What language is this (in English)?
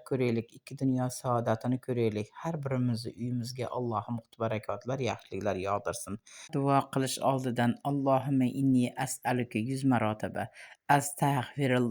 Uzbek